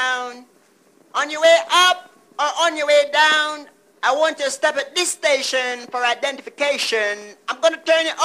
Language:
English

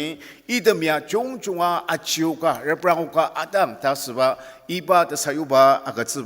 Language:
Ao Naga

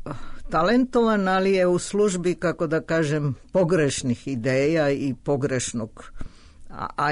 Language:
Serbian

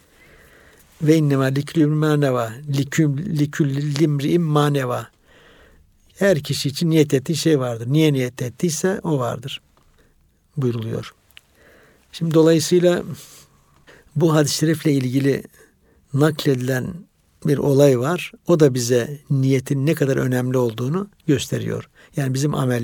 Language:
Turkish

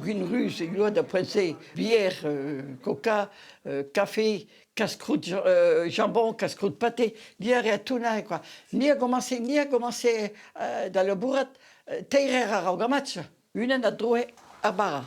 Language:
Breton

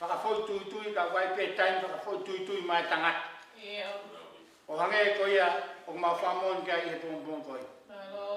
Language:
Tongan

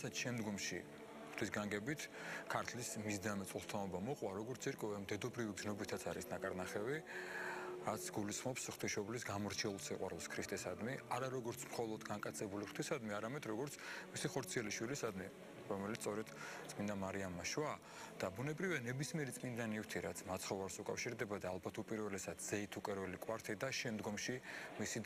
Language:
Georgian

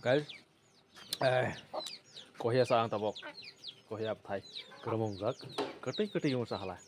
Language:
Kok Borok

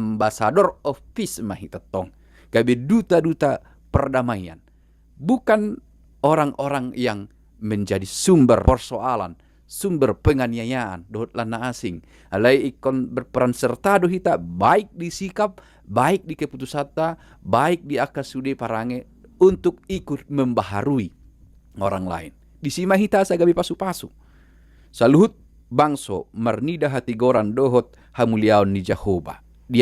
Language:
Batak Toba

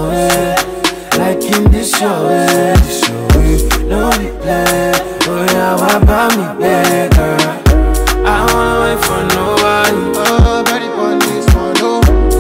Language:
English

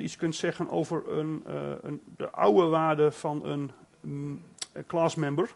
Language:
Dutch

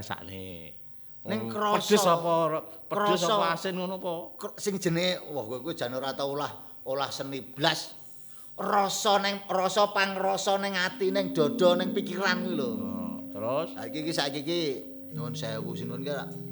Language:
Javanese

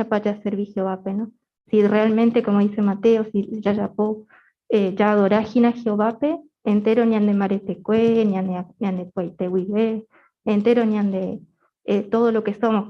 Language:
Guarani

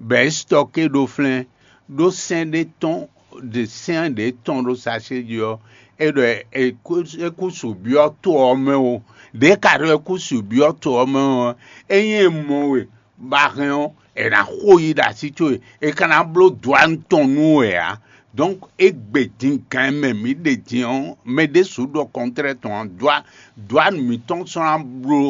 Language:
Fon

